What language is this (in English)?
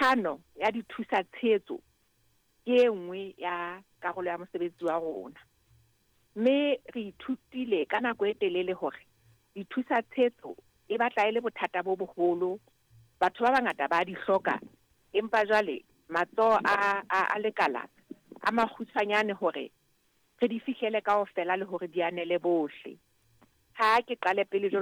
Southern Sotho